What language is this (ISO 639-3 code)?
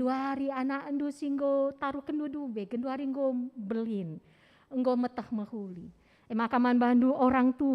btx